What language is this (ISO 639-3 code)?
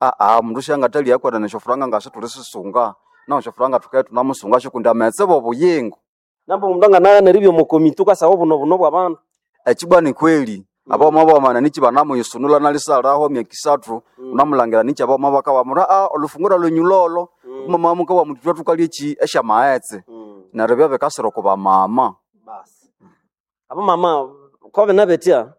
nnb